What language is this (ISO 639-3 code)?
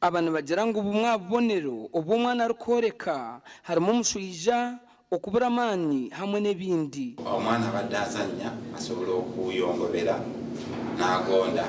nyn